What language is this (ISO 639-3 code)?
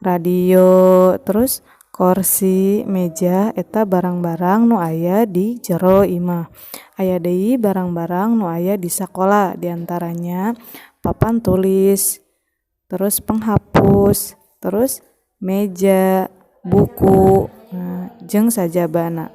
sun